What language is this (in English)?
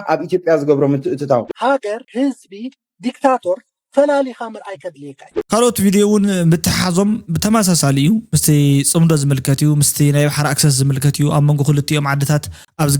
Tigrinya